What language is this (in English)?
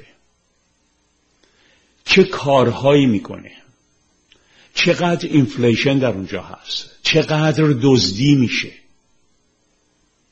Persian